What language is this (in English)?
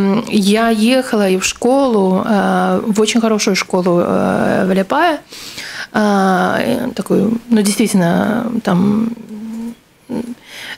Russian